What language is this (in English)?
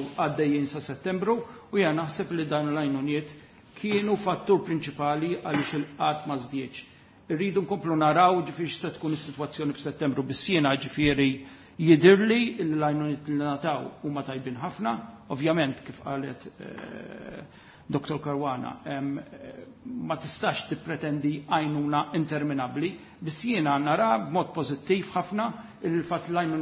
Maltese